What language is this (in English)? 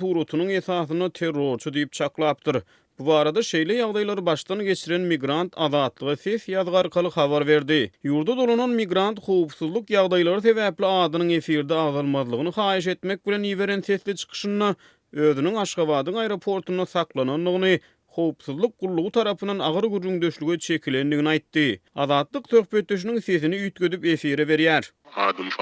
Turkmen